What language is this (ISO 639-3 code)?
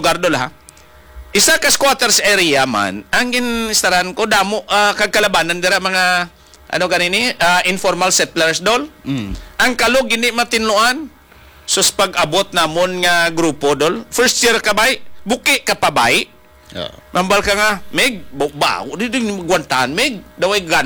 hil